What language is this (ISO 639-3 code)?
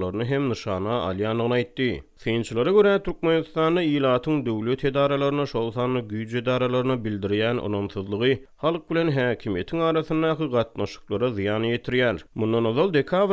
tuk